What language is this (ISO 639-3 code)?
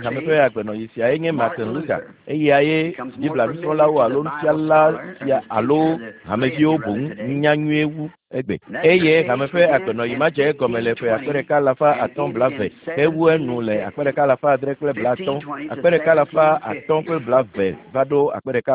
ewe